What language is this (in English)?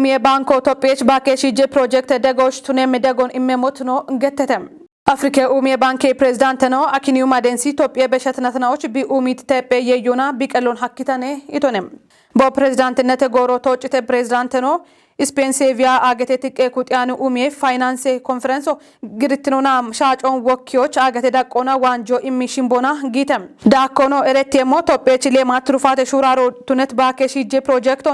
Kafa